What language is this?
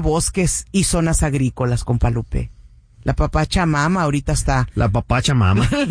Spanish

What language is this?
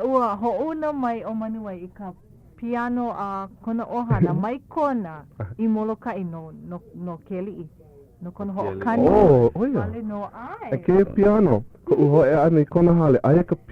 Hawaiian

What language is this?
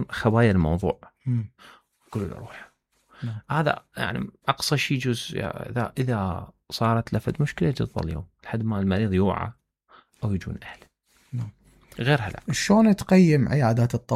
Mesopotamian Arabic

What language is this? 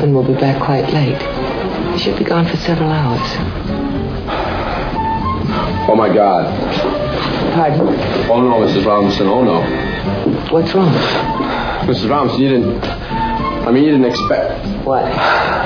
English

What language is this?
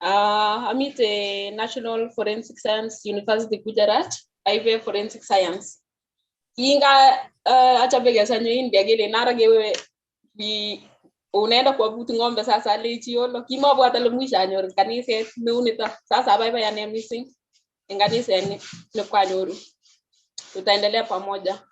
Kalenjin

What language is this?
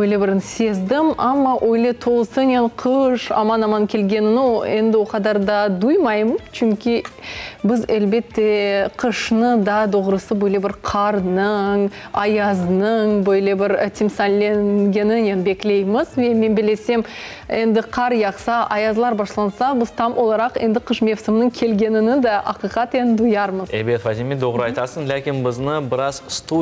Crimean Tatar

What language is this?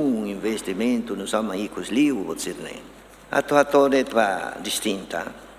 Tetum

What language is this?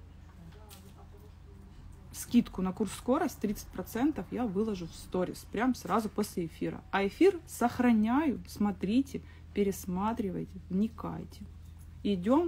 Russian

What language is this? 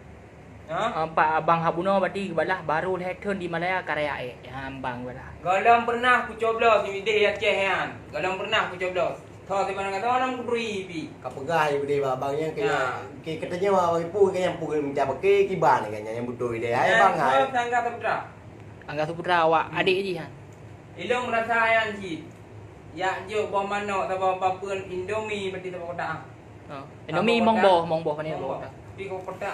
Achinese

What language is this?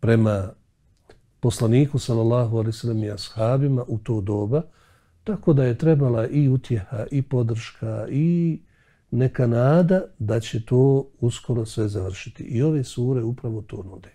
Bosnian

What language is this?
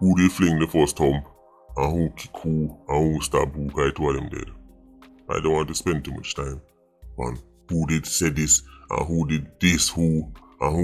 Jamaican Creole English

